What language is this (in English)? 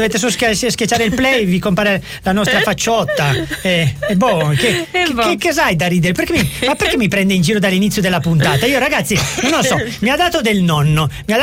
Italian